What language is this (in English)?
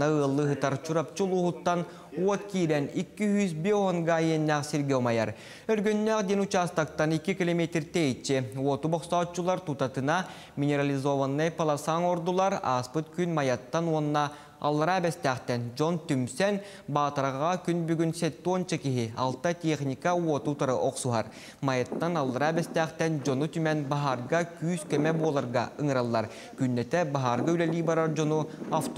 Yakut